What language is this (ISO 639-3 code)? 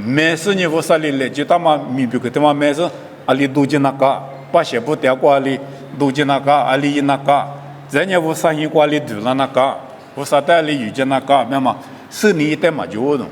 lis